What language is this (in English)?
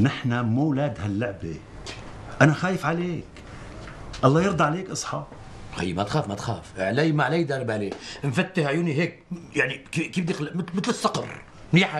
North Levantine Arabic